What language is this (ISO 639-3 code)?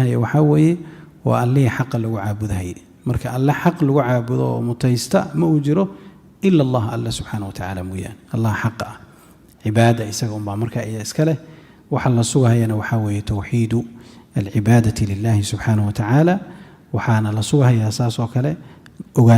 som